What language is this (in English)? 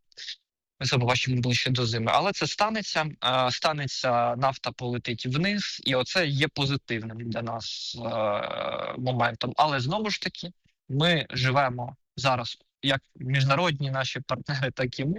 Ukrainian